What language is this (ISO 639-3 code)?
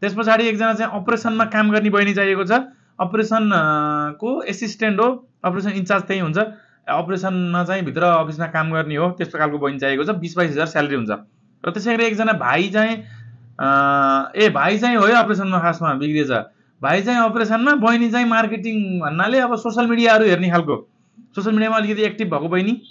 nep